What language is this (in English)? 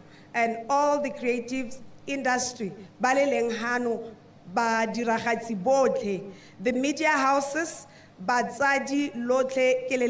Tswana